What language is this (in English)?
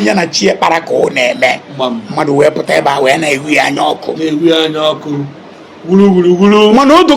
Igbo